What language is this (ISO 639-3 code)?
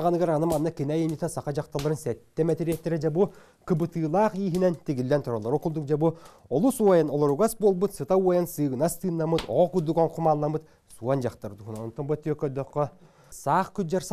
sah